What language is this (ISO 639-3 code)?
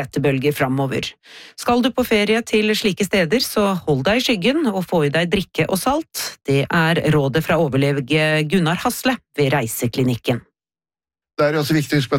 nor